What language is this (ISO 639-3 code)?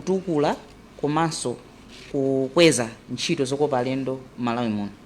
nya